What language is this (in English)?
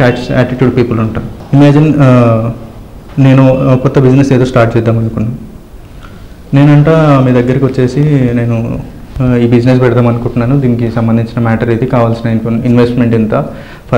Telugu